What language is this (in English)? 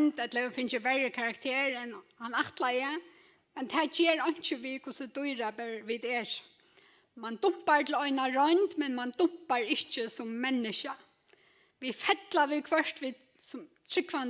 Faroese